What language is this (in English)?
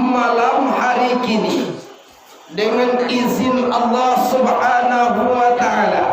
Minangkabau